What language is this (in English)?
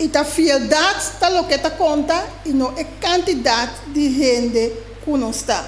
Papiamento